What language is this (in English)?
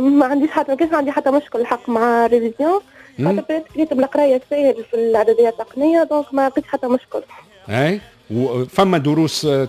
Tunisian Arabic